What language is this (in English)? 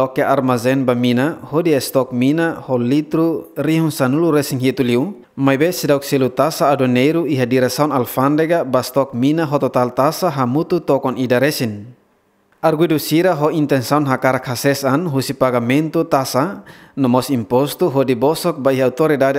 Tetum